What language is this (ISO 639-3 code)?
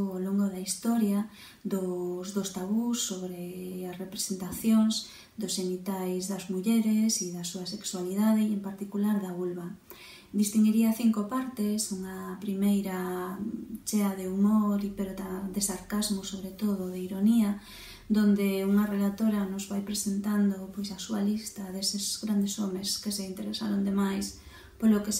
glg